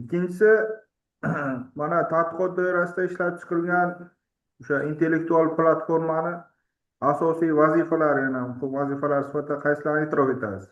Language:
Uzbek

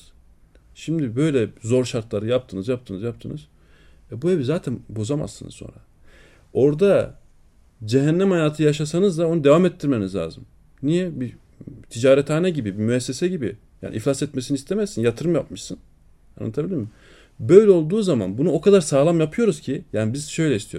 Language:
Turkish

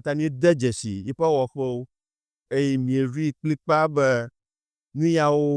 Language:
Ewe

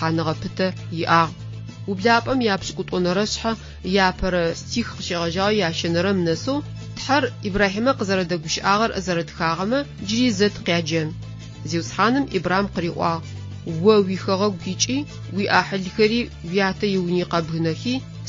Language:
Adyghe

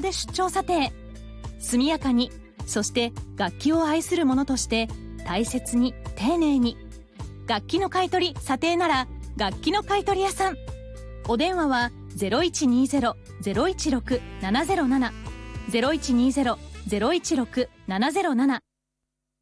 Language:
Japanese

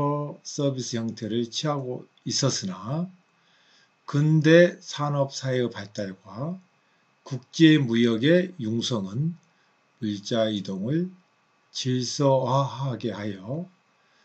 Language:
Korean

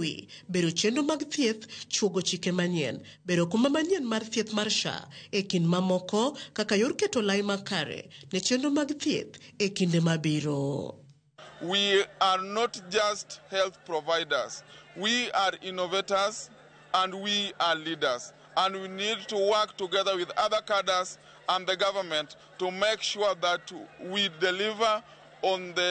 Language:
Luo (Kenya and Tanzania)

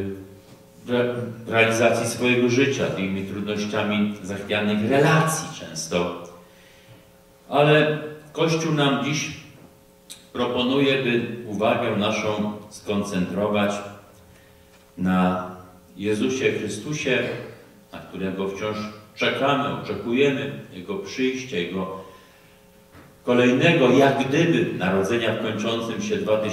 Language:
Polish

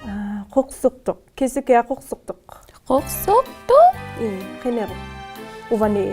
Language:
Inuktitut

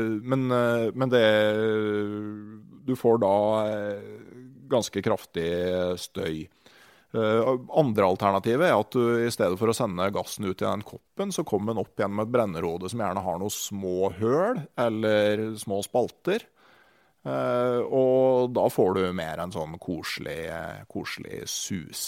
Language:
Norwegian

